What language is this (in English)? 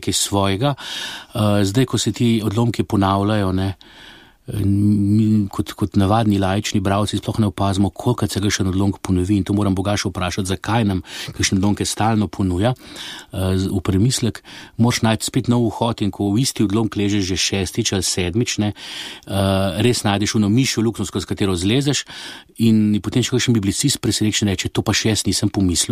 Slovenian